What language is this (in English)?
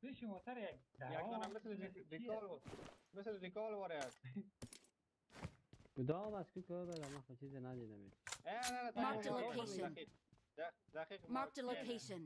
Persian